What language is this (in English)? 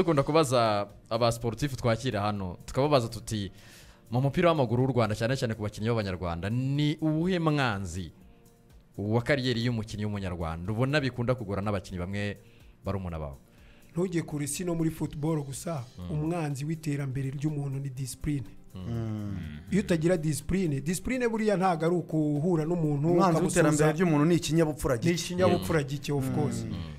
Kinyarwanda